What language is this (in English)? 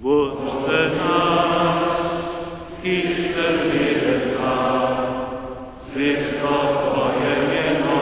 Upper Sorbian